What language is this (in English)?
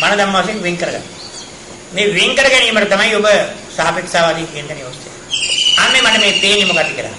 Sinhala